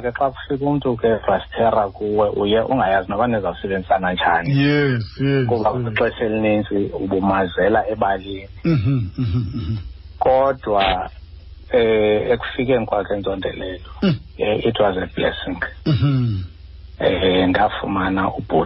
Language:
Xhosa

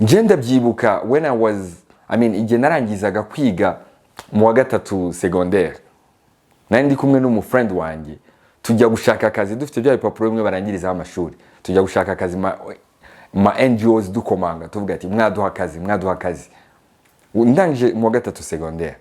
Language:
Kinyarwanda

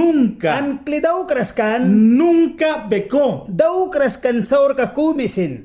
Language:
Mískito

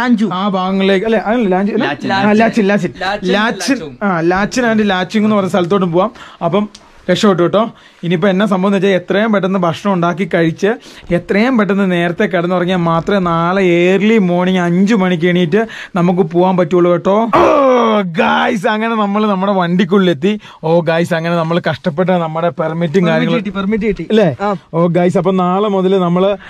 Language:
Malayalam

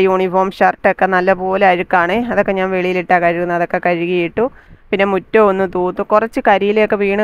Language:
Malayalam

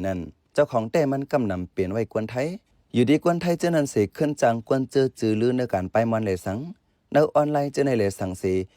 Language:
Shan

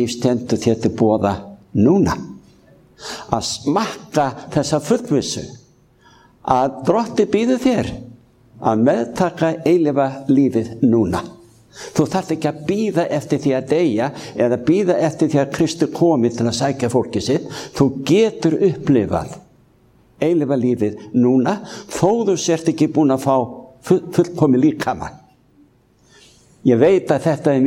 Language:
Icelandic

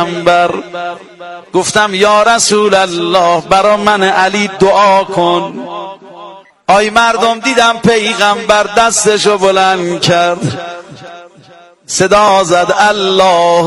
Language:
Persian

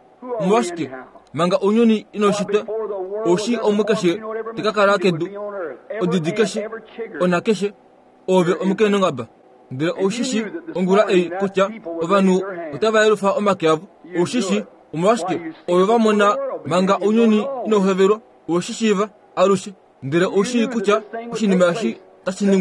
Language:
Kuanyama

